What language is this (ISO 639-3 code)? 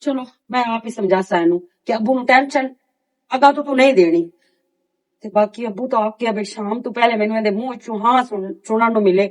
lah